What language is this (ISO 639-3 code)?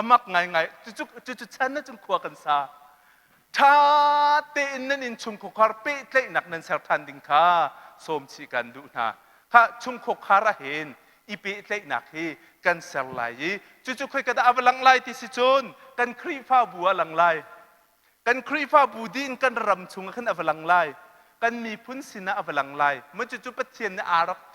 cnh